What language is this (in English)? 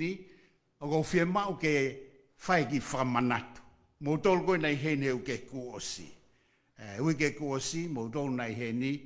Tongan